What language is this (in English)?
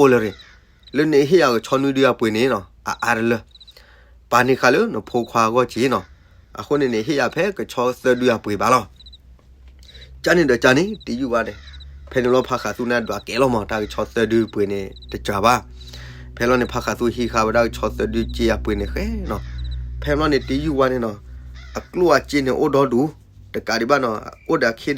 S'gaw Karen